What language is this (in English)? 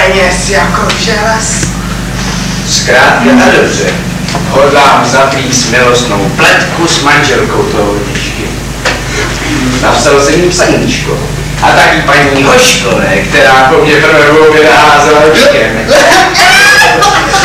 Czech